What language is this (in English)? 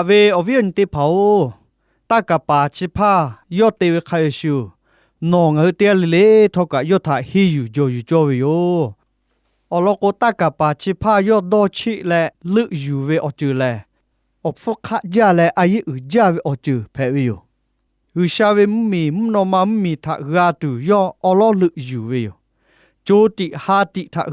Lahu